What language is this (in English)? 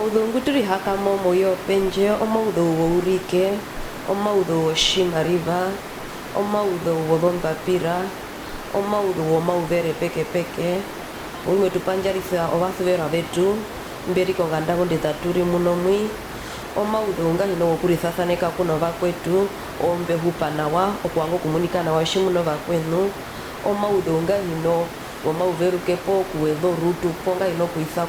Herero